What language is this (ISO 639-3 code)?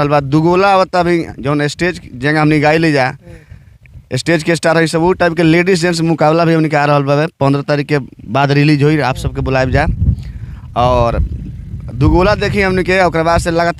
bho